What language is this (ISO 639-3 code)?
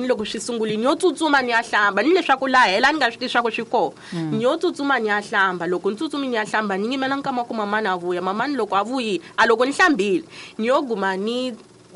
tso